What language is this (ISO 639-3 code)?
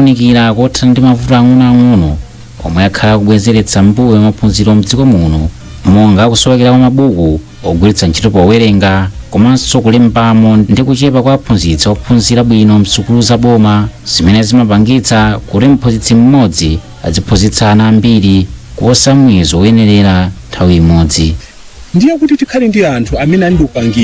nya